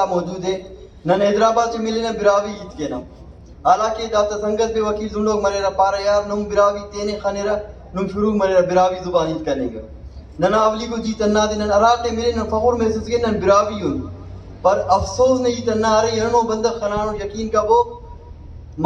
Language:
Brahui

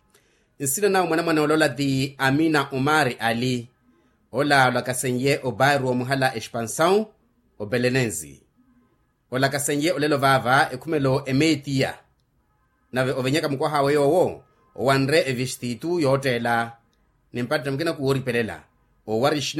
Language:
Makhuwa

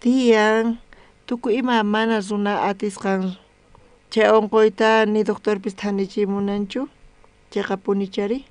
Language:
South Bolivian Quechua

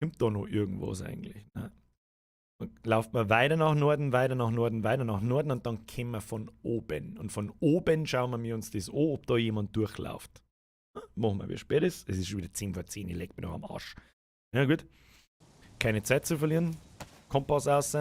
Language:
Bavarian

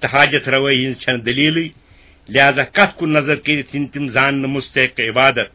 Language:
Kashmiri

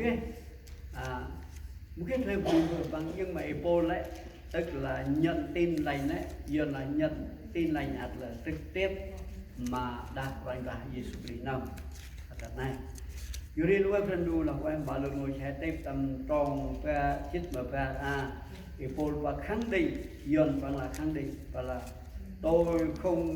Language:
Central Mnong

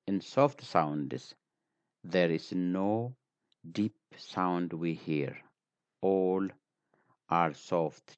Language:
English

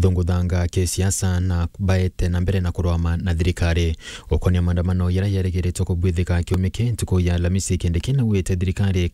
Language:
Meru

